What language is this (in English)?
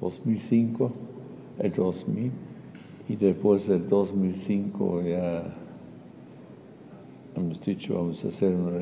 Spanish